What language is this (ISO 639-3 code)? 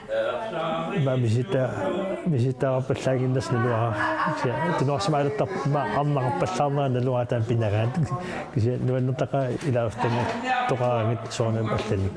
kal